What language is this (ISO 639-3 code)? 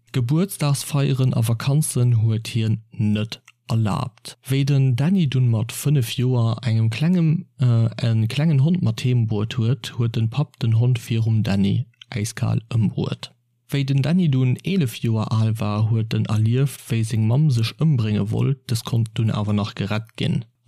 ltz